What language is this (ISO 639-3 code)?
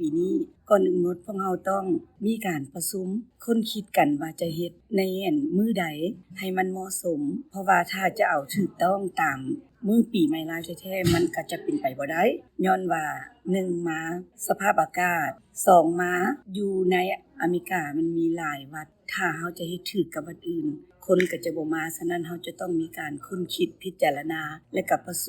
lao